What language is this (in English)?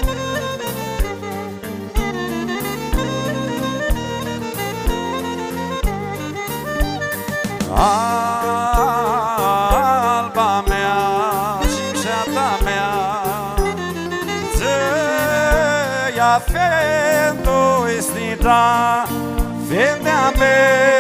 Romanian